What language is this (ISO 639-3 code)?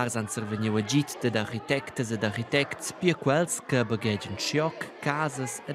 roh